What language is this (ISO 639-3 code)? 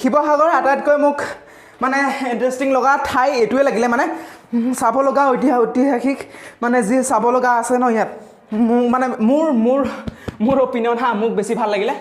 asm